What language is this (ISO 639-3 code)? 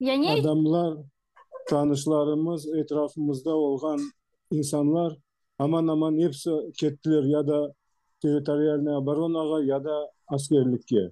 crh